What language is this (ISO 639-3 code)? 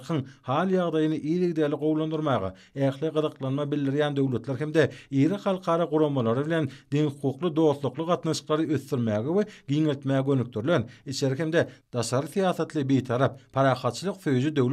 tuk